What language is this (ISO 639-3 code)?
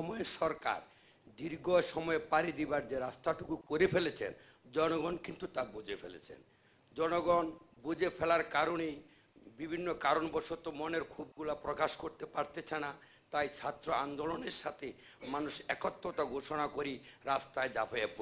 ben